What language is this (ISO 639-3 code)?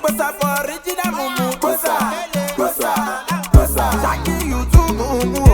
pcm